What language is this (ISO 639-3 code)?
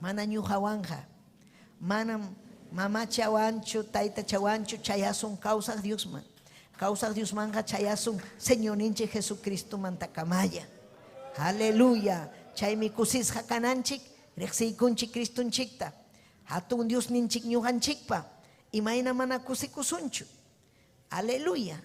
quy